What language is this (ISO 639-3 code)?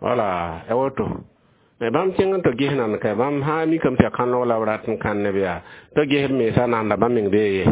mos